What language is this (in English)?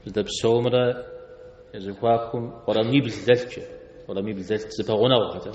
Kabardian